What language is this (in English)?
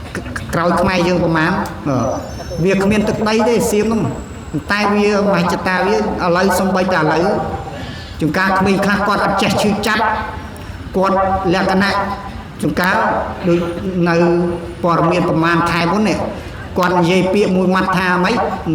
Khmer